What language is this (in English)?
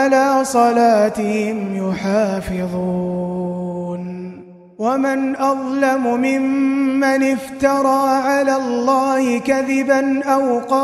Arabic